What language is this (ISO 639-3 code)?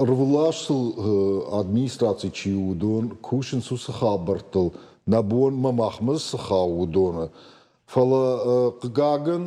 oss